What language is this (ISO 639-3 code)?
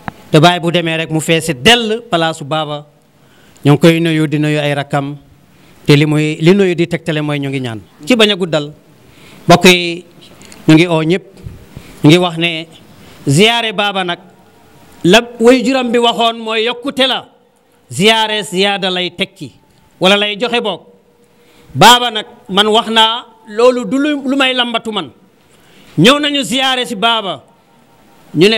wol